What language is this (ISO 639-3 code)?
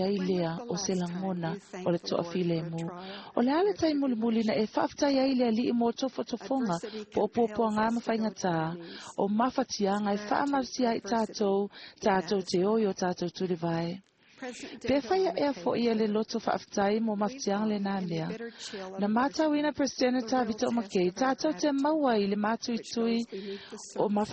smo